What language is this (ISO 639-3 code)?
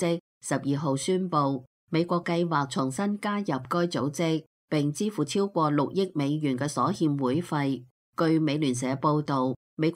yue